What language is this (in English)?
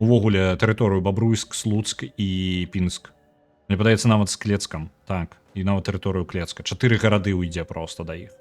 Belarusian